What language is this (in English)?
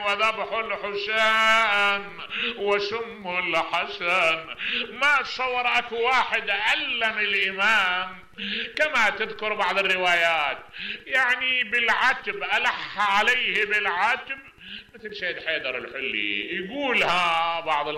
Mesopotamian Arabic